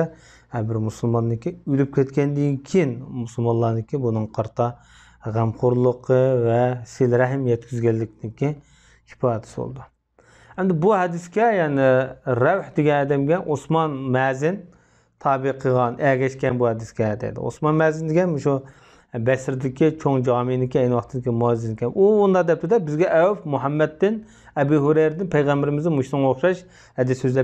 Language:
Uyghur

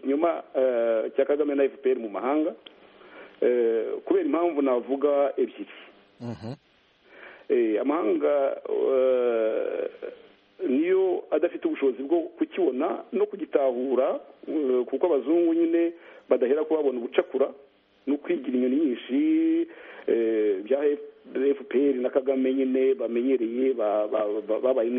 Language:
Kinyarwanda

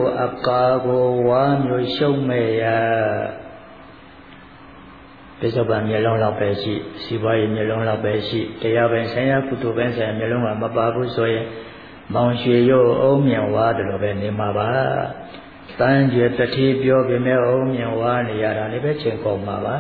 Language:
Burmese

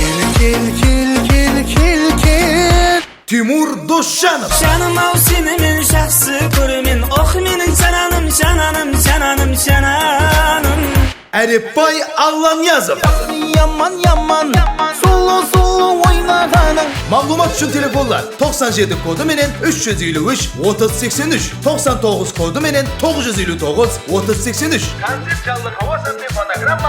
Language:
Kara-Kalpak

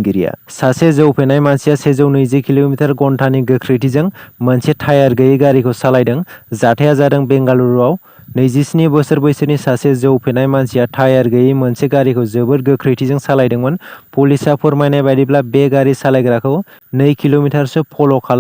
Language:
Bodo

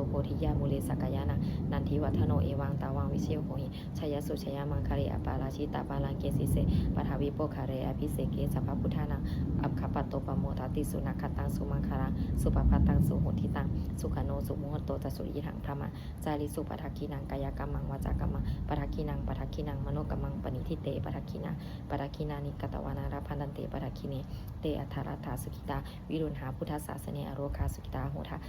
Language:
Pali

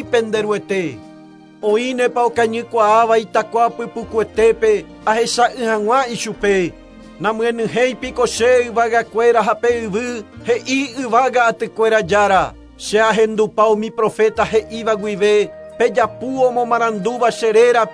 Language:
Guarani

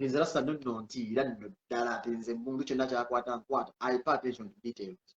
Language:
Ganda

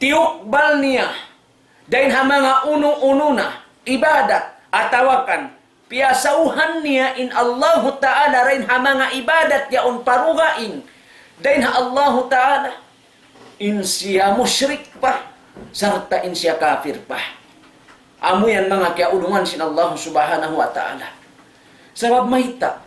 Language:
Tausug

